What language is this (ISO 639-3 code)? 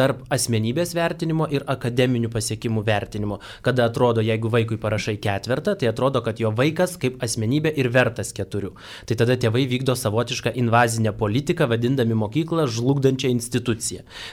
lit